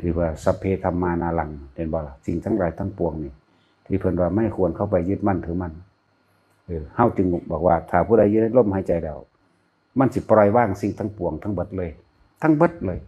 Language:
Northeastern Thai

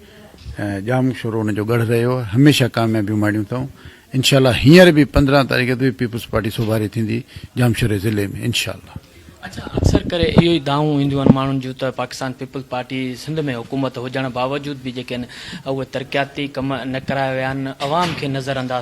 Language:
Sindhi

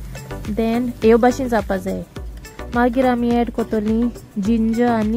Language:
Konkani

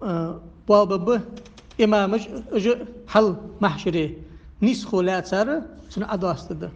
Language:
Ingush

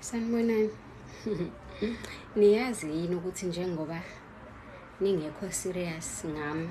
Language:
Zulu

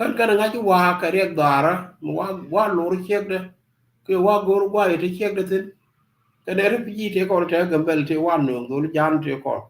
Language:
Nuer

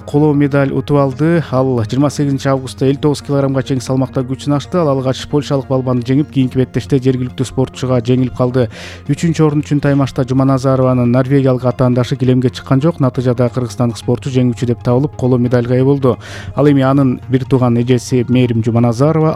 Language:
Kyrgyz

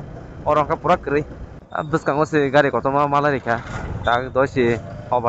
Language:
Kok Borok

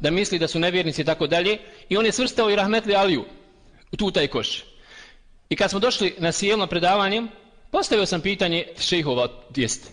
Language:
Bosnian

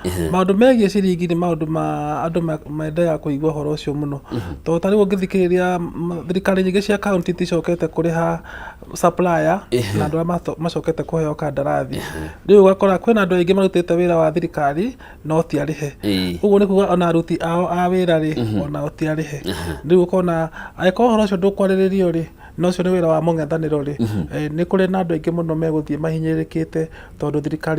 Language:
Kikuyu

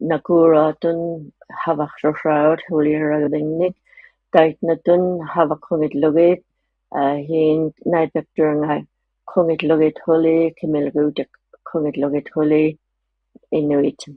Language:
Inuktitut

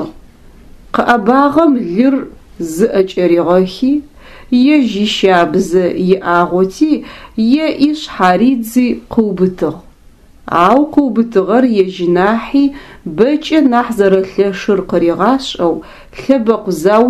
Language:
Adyghe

